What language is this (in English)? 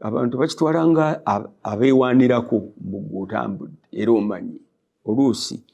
Ganda